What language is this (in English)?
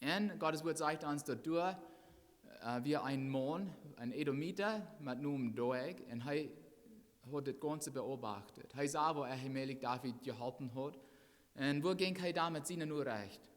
Plautdietsch